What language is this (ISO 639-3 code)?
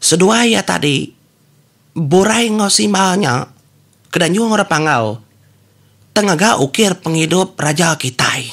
iba